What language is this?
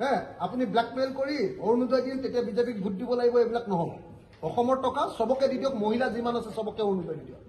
Assamese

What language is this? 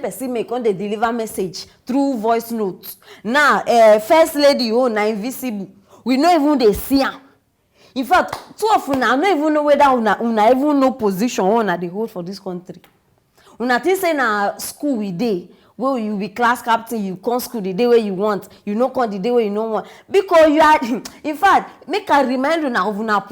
Nigerian Pidgin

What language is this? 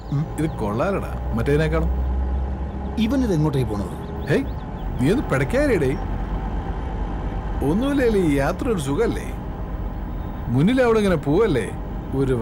Malayalam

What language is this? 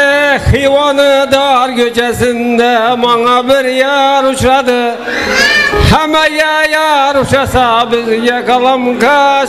Kara-Kalpak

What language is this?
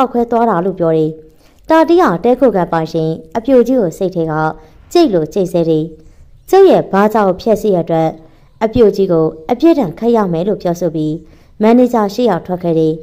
Burmese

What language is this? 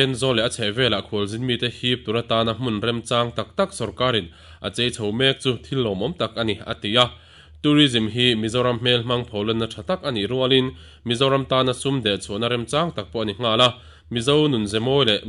Mizo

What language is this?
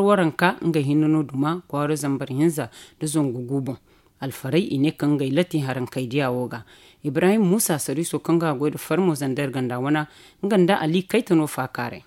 Zarma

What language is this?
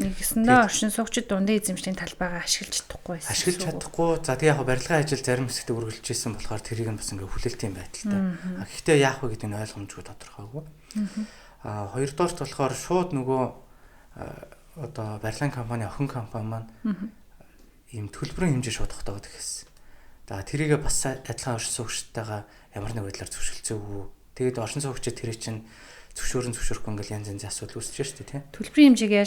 Mongolian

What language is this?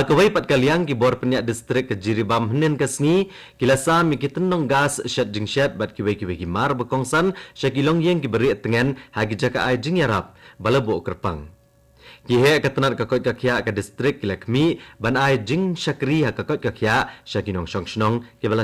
Khasi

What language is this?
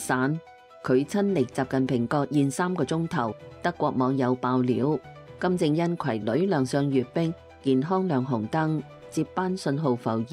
Cantonese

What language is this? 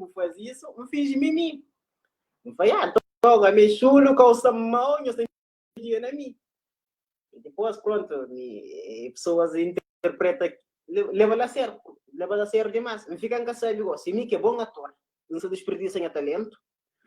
Kabuverdianu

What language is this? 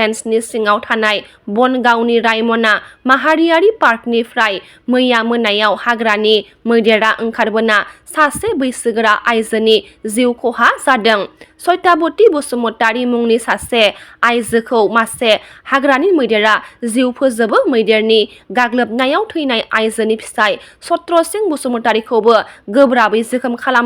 Bodo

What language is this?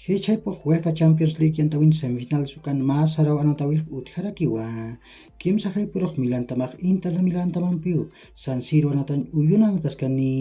Aymara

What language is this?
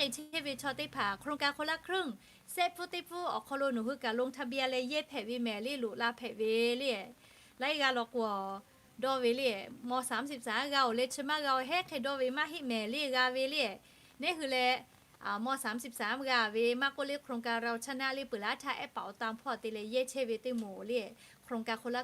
Lahu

